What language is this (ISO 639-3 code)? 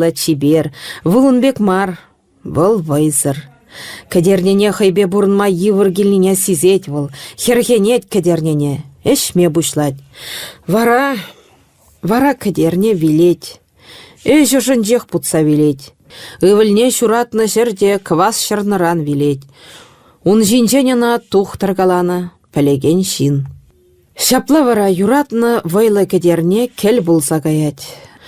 chv